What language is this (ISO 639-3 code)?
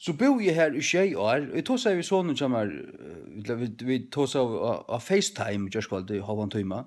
fao